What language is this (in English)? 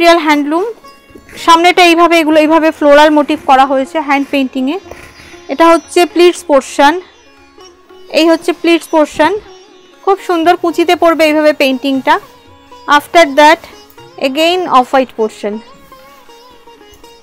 Bangla